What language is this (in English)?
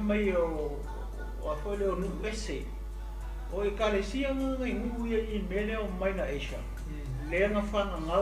Samoan